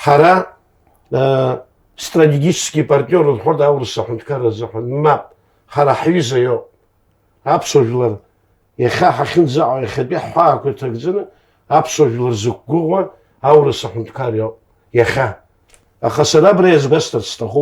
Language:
Abkhazian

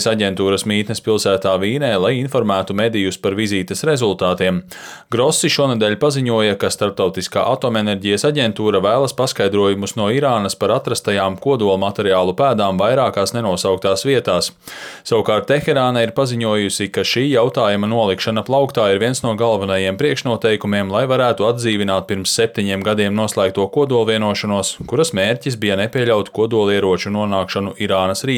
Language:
Latvian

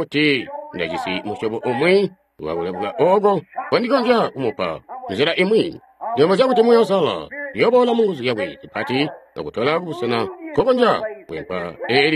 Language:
Tonga (Zambia)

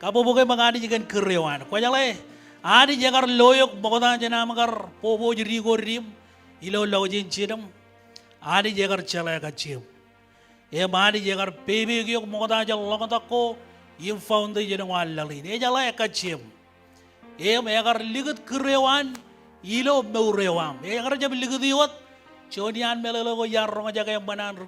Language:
Marshallese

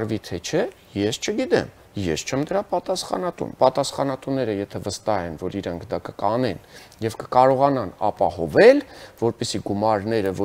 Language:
Armenian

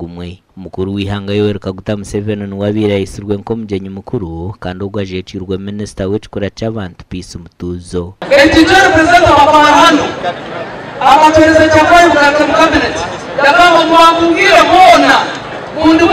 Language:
Nyankole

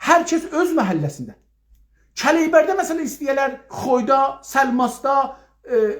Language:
South Azerbaijani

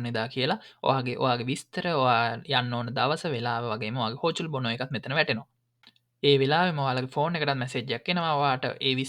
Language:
Sinhala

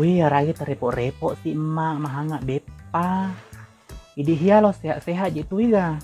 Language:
Buginese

